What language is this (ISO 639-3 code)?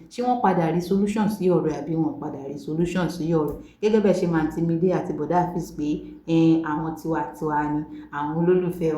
yor